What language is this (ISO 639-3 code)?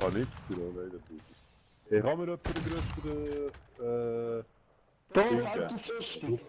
gsw